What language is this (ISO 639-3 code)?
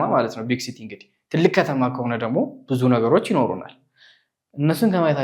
amh